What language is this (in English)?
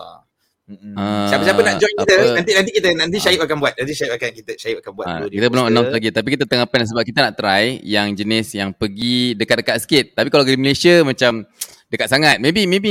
Malay